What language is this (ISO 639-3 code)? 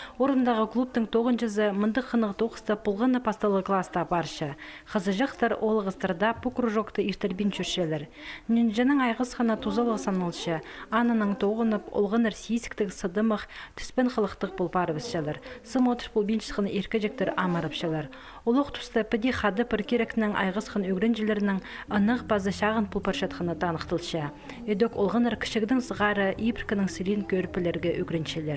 kjh